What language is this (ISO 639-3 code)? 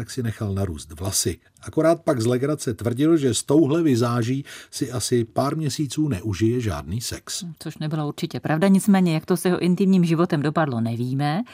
ces